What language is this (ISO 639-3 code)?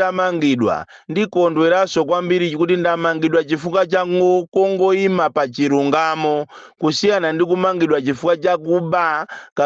nya